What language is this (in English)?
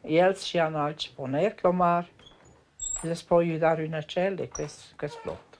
Romansh